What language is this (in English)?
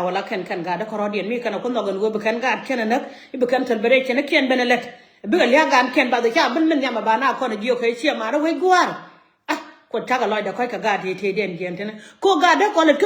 Nuer